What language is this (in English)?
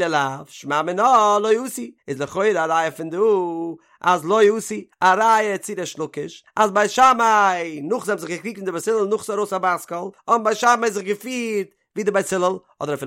Yiddish